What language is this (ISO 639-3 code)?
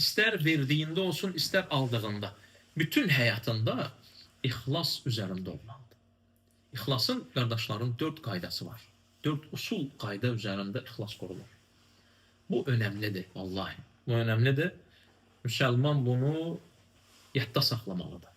aze